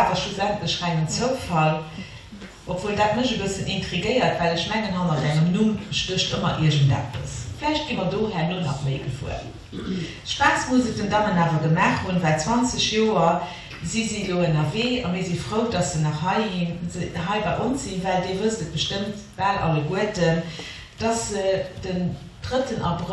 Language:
Luxembourgish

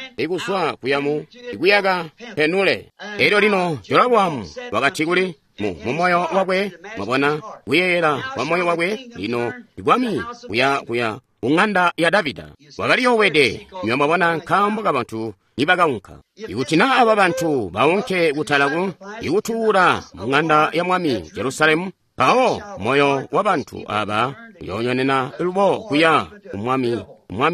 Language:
Tonga (Zambia)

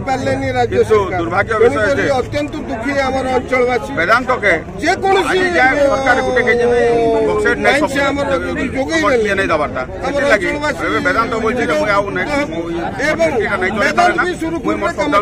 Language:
Odia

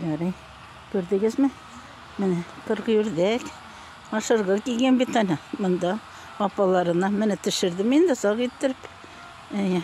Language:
Tatar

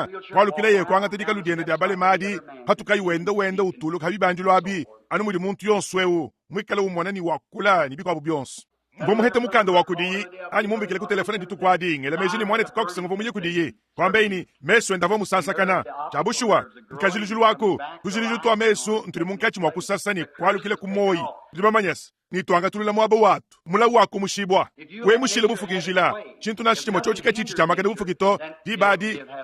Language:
Luba-Lulua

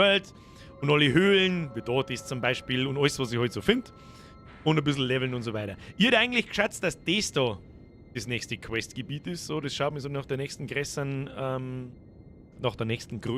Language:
Bavarian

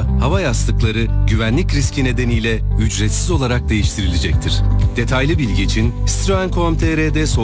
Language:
Turkish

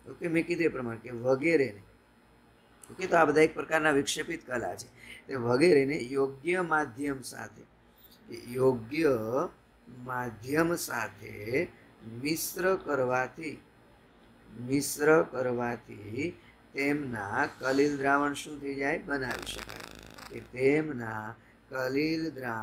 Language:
Gujarati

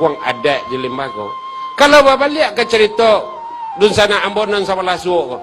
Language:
Minangkabau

